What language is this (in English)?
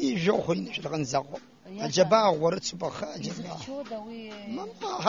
Abkhazian